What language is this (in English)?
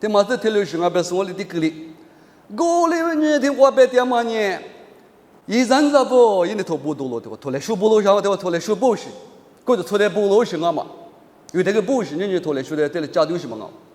Lisu